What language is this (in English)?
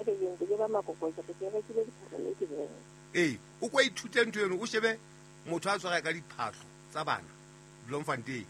Southern Sotho